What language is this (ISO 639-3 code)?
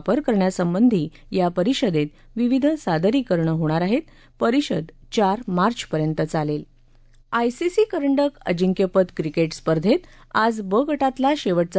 mar